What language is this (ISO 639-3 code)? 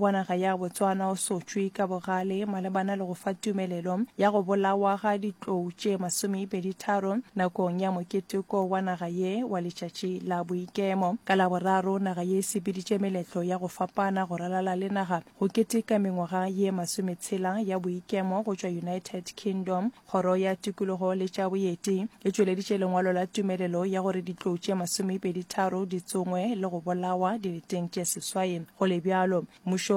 nso